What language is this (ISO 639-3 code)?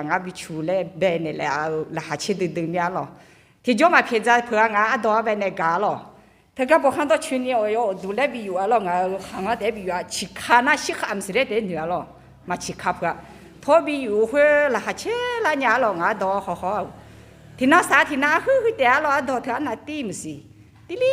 ahk